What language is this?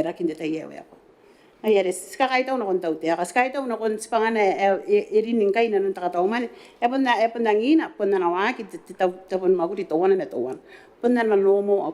Gilbertese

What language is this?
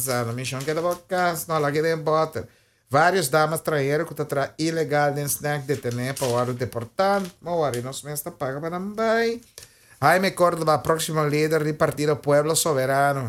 Papiamento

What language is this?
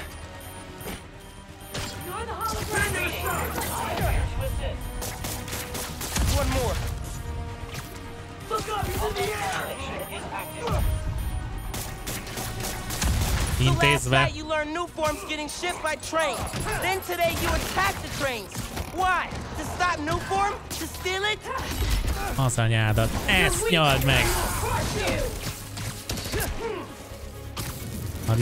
Hungarian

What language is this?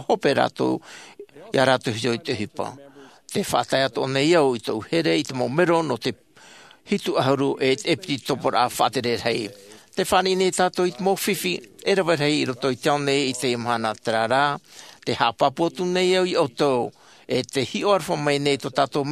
Tahitian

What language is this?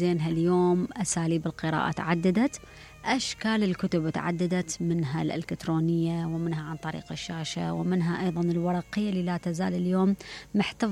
Mesopotamian Arabic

